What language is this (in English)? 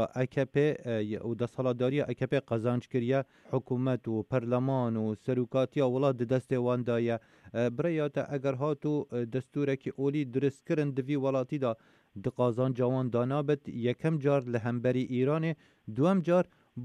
Kurdish